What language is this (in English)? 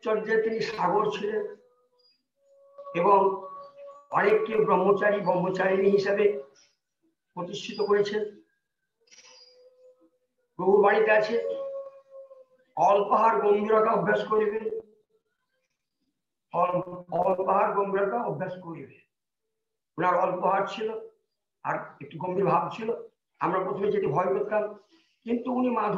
Bangla